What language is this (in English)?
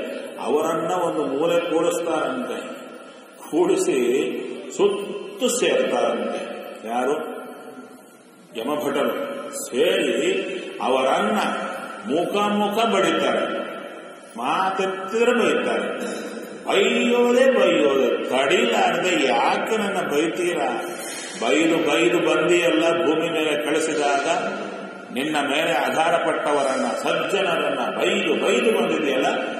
Kannada